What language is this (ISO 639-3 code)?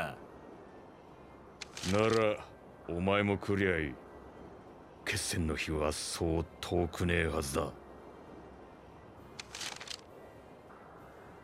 jpn